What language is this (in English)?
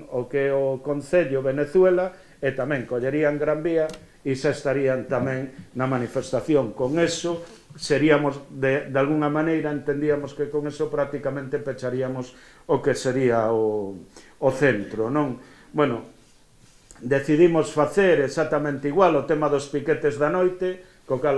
Galician